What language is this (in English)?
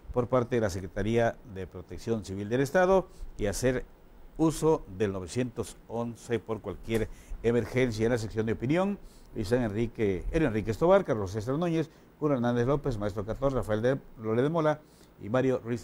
Spanish